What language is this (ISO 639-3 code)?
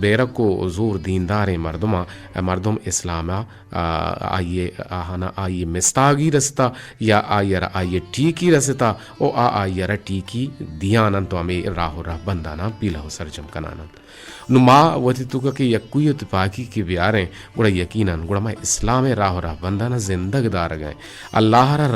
bgp